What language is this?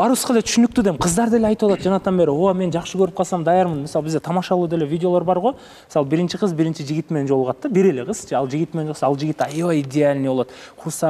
Kyrgyz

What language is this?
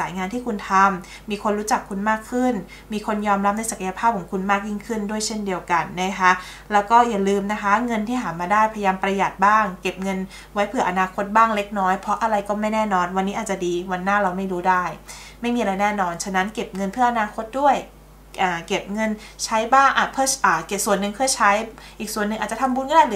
Thai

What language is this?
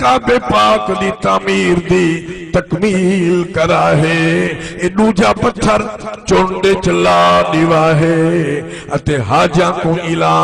Saraiki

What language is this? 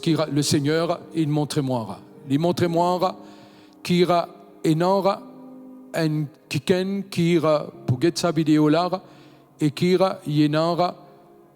Morisyen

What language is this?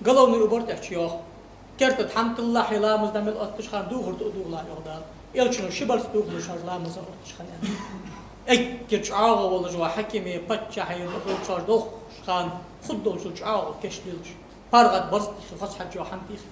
Ingush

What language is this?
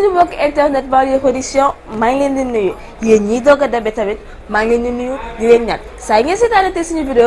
Wolof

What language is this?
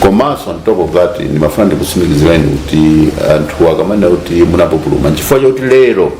Nyanja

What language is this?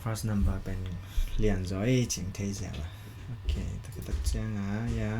Tedim Chin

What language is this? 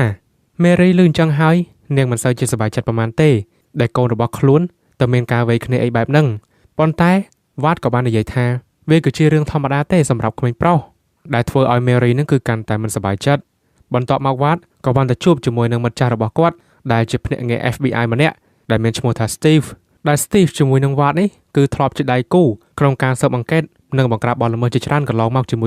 Khmer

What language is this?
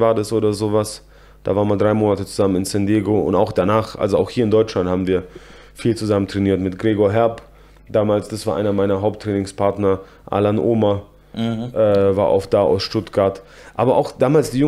German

